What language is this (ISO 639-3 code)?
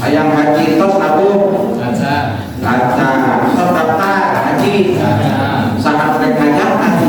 sun